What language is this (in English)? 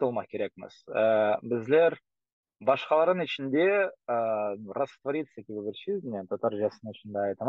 Crimean Tatar